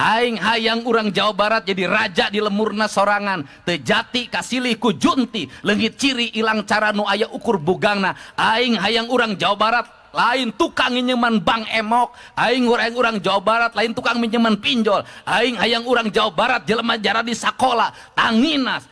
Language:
Sundanese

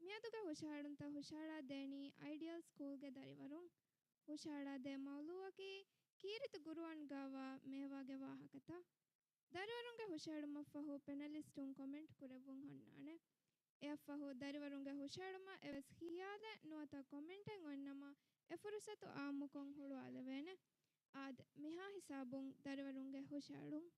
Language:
Divehi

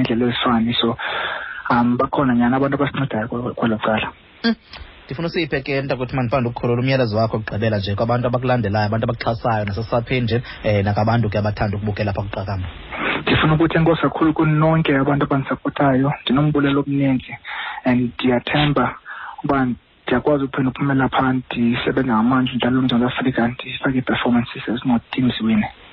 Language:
Xhosa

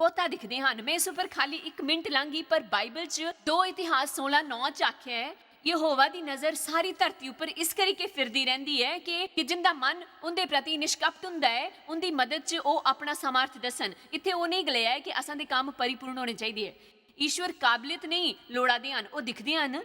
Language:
Dogri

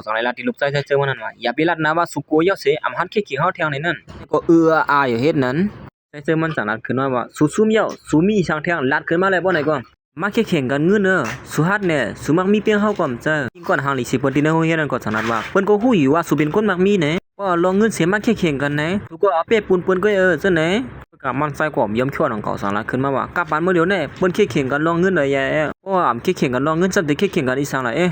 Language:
Shan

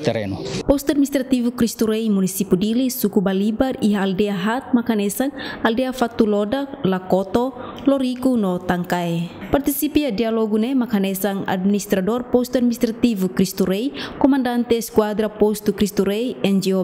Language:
Tetum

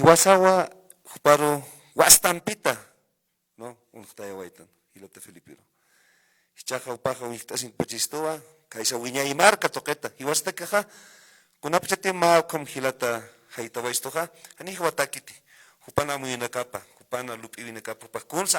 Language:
Aymara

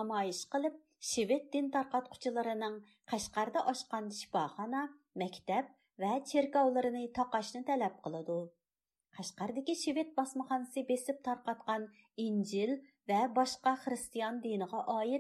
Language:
Uyghur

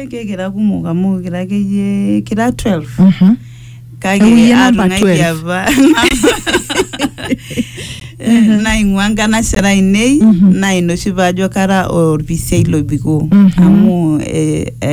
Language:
Masai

